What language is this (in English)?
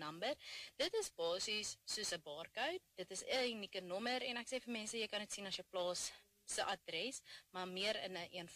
Afrikaans